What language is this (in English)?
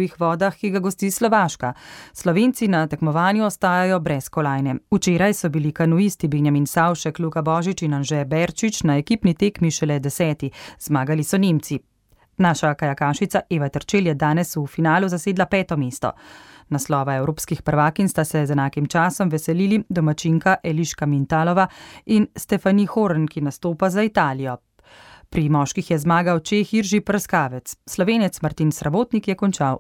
Slovenian